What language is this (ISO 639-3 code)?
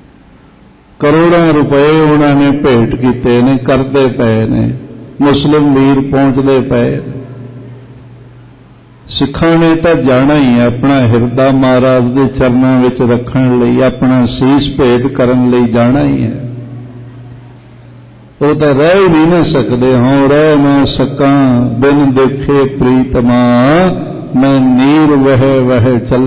pan